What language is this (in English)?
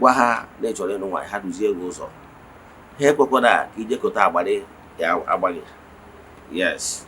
Igbo